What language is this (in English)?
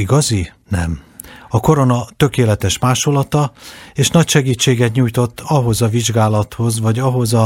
Hungarian